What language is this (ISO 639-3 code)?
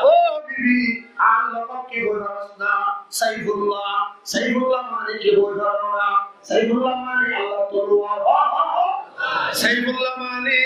rhg